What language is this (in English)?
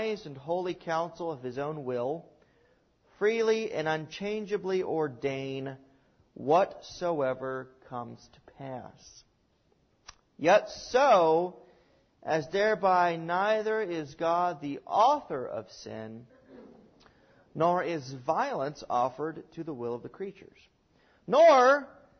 English